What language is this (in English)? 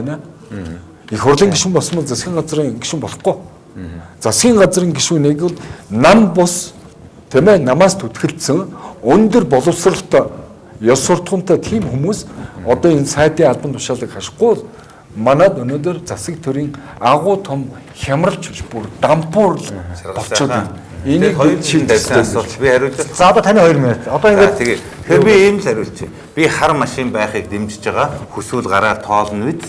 Mongolian